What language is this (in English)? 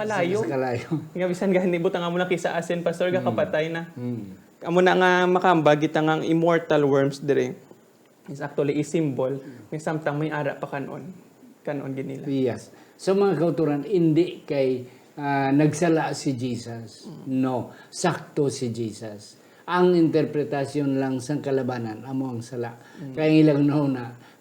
Hiligaynon